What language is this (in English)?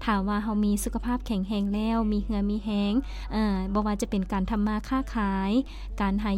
Lao